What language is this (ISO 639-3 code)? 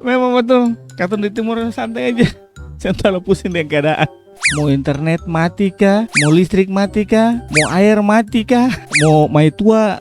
abs